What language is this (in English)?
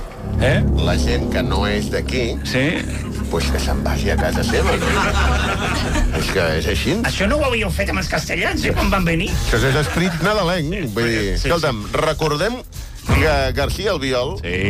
Catalan